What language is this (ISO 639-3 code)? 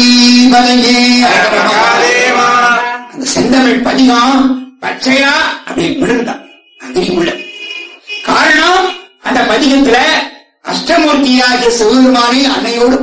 tam